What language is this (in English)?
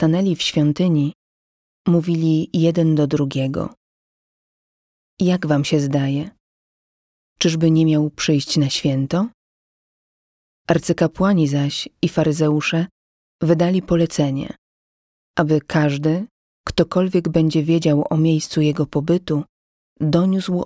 Polish